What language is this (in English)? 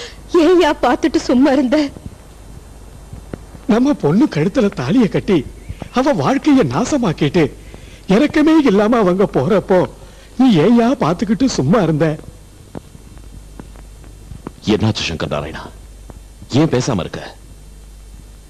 Tamil